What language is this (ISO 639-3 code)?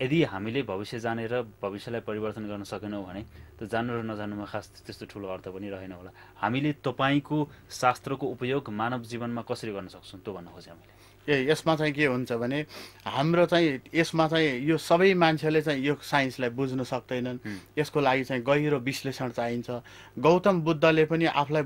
nep